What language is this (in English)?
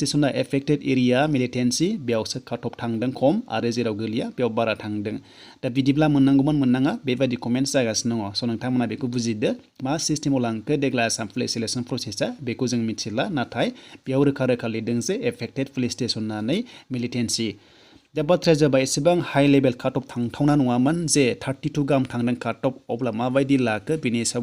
Bodo